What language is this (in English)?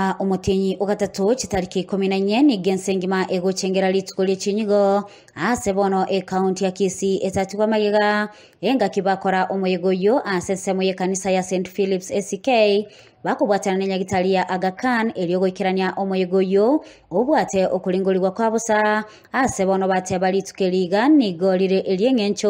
Gusii